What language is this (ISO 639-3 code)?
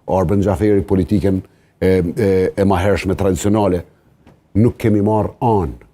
sqi